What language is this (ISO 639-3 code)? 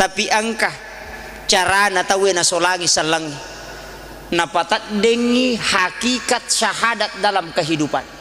bug